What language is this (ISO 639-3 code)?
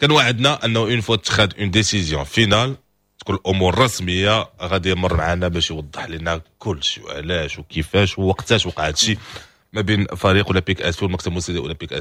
ary